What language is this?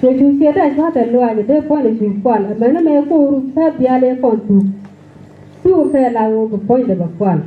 Nuer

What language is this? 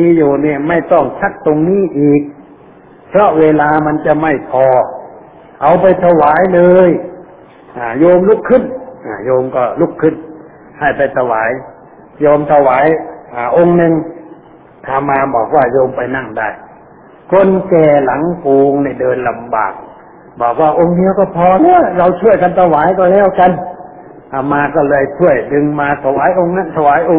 Thai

